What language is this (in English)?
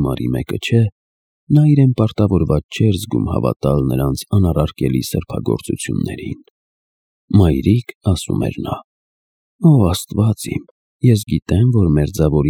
Armenian